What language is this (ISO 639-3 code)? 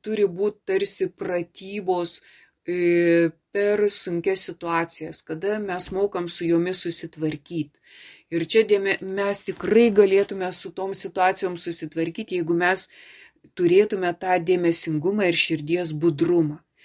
lit